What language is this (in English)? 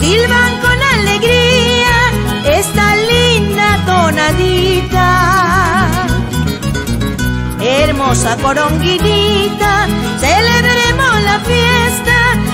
Spanish